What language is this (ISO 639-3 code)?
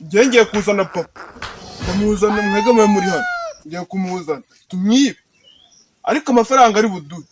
kin